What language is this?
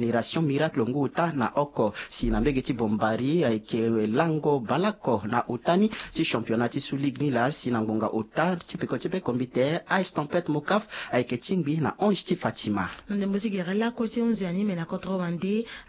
Sango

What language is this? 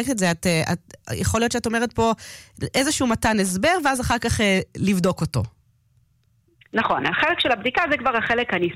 Hebrew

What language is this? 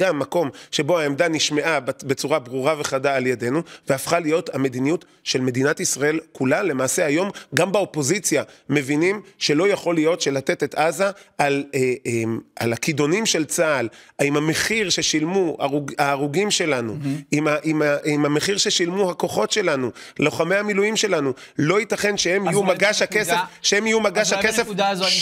Hebrew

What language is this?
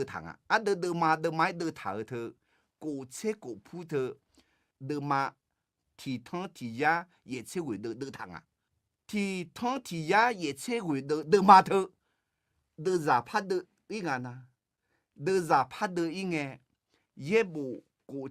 Akha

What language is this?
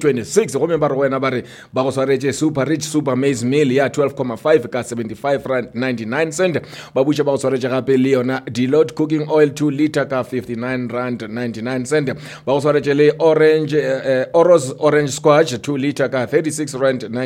Northern Sotho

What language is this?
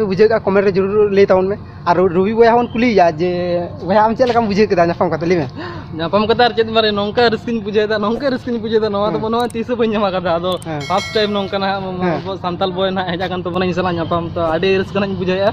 Santali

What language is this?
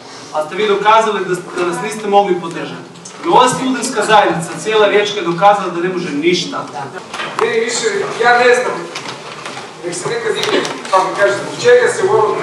Croatian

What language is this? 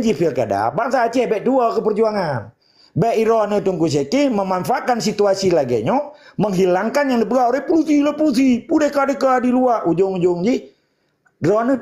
Achinese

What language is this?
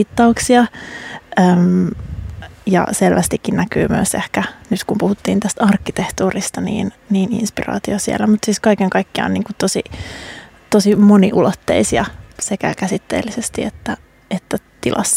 Finnish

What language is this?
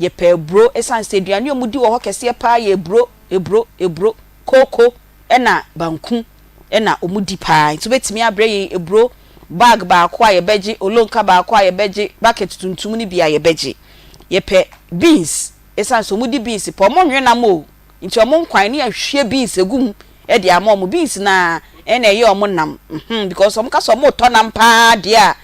Akan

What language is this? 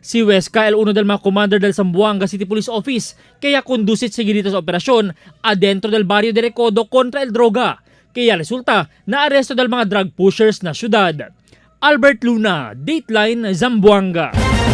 Chavacano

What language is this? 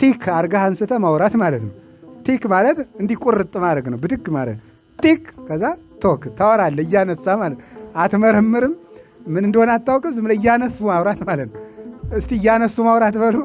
Amharic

